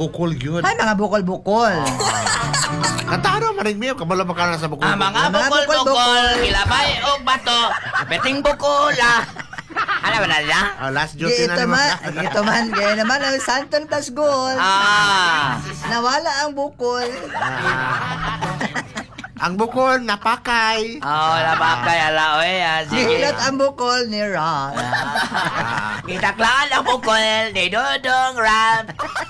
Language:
Cebuano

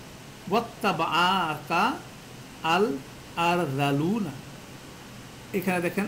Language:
Bangla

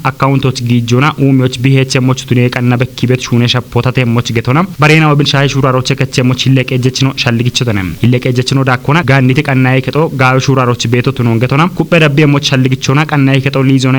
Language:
Kafa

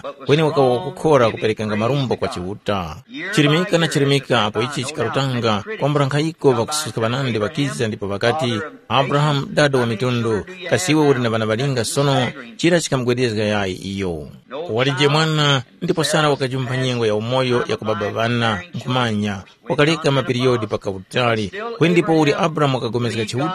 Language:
Tumbuka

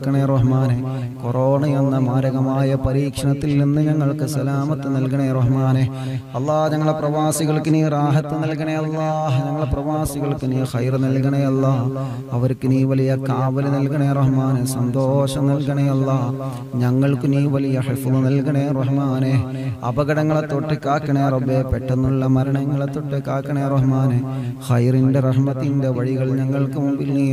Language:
Malayalam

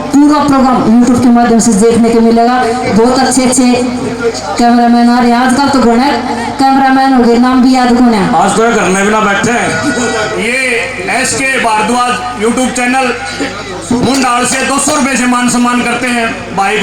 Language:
Haryanvi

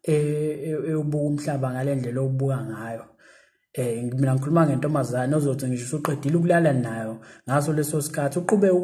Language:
Zulu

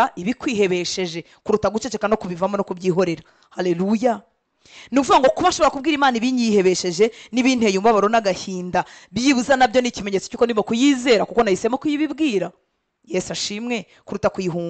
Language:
Kinyarwanda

